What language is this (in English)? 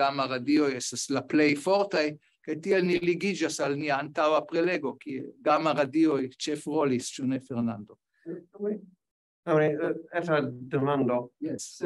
Esperanto